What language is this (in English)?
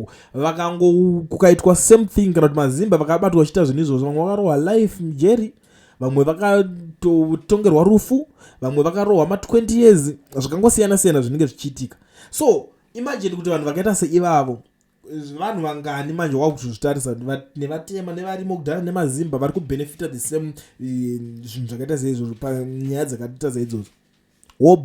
Shona